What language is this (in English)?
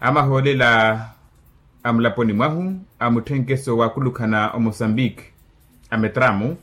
Makhuwa